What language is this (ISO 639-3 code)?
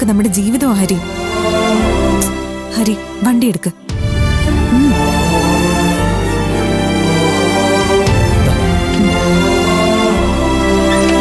mal